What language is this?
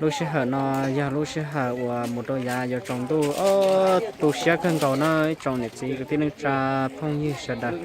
Hmong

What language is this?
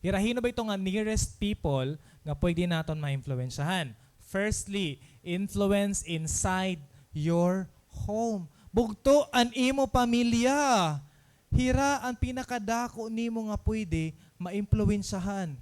Waray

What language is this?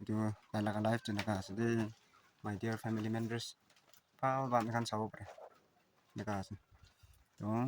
Naga Pidgin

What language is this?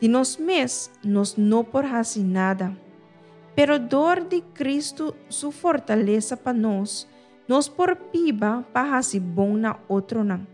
Papiamento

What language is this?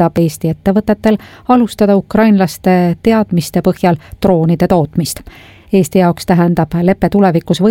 Estonian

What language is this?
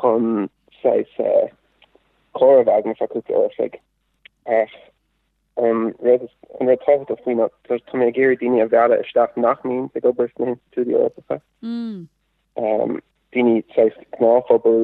Irish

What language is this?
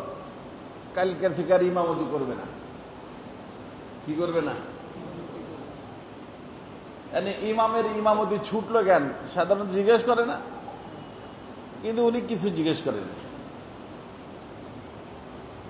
Bangla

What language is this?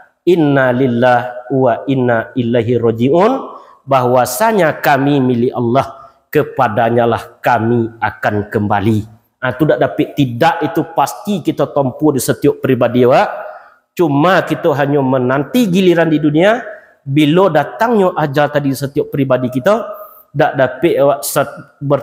Minangkabau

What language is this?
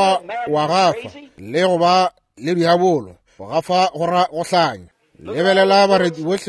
Northern Sotho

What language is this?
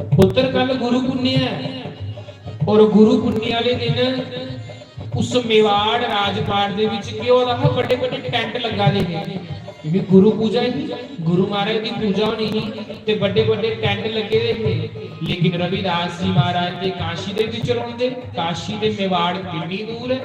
Dogri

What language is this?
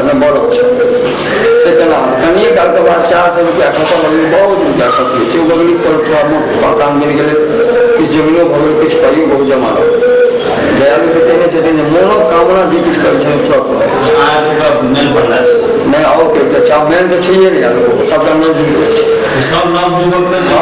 Maithili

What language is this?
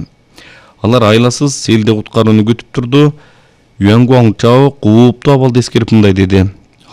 Kyrgyz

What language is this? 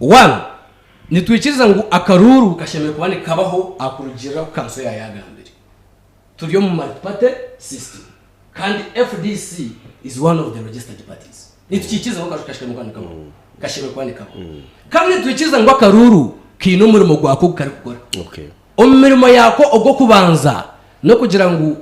Nyankole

